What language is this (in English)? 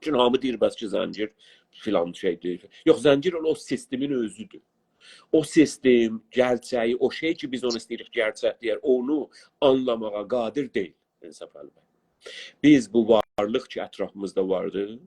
South Azerbaijani